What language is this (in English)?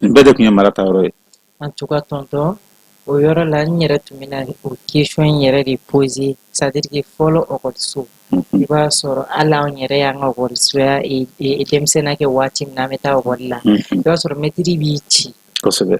Bambara